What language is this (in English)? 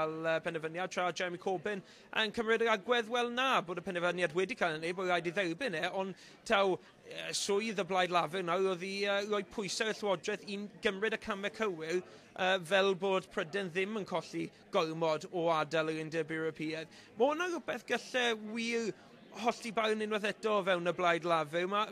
Welsh